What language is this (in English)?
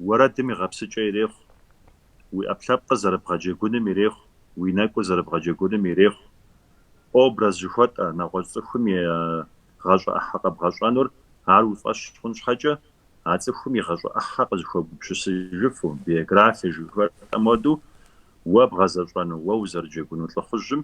Kabardian